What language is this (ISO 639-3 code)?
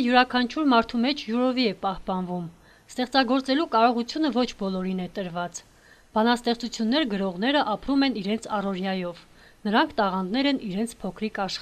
hye